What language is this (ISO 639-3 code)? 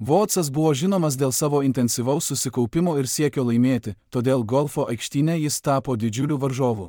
lit